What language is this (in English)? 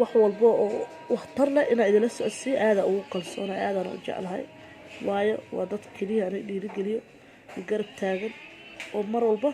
Somali